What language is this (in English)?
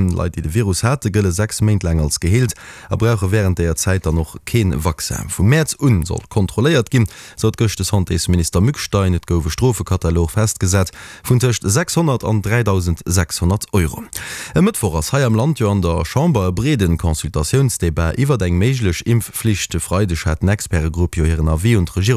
Luxembourgish